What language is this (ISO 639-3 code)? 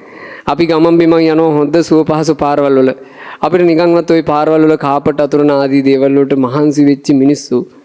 sin